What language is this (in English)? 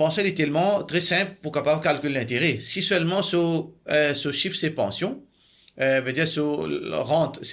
Morisyen